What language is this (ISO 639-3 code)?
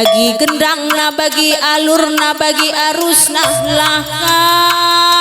btx